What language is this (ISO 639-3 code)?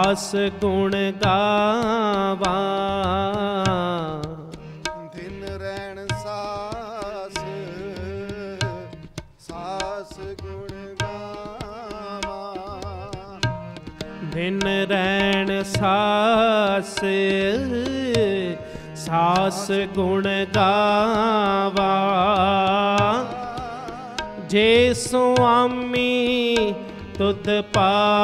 pan